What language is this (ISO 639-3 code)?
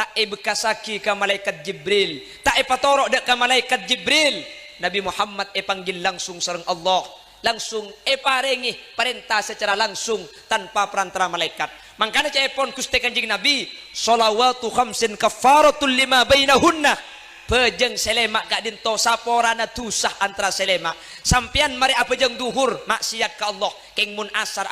mad